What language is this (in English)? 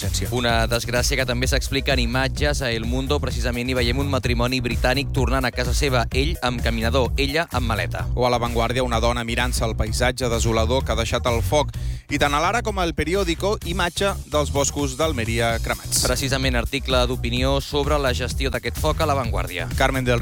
Catalan